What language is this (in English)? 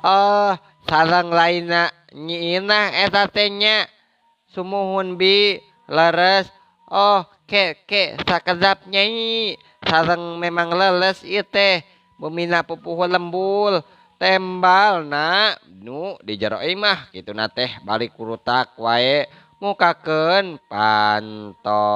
Sundanese